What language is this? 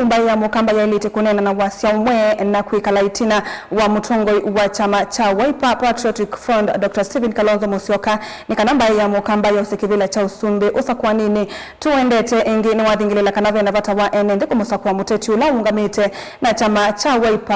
Kamba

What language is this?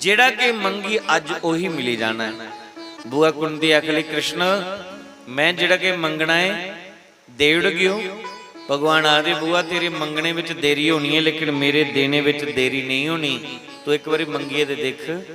Dogri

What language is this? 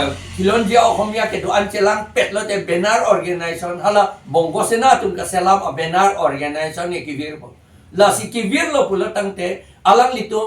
Karbi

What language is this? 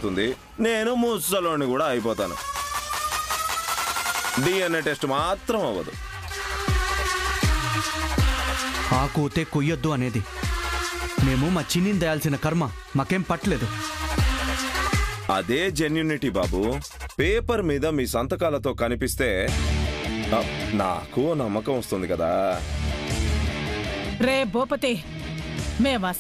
Telugu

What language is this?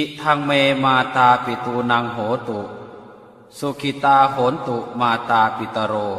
Pali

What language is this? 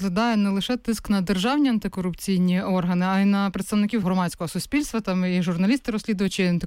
Ukrainian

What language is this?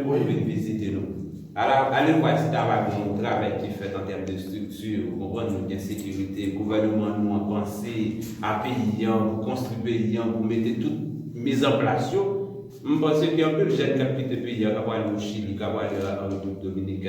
Haitian Creole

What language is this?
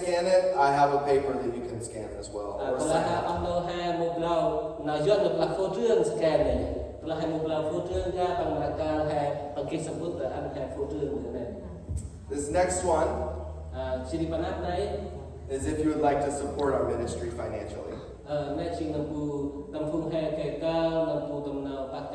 Central Mnong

